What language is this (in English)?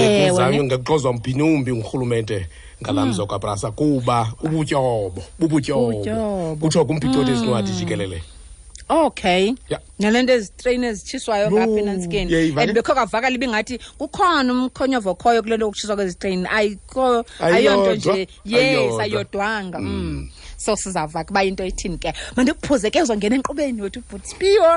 Xhosa